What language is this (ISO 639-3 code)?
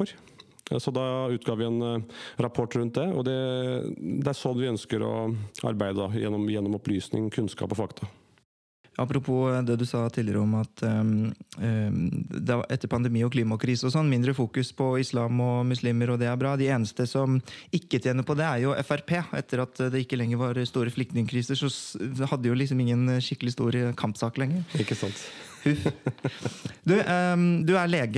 nor